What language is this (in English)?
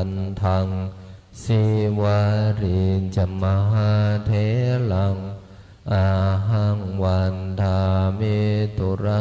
Pali